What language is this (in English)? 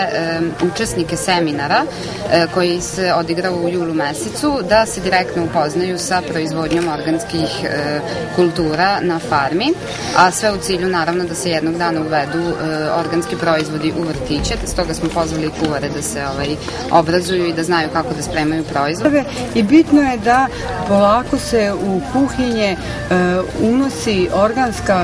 Serbian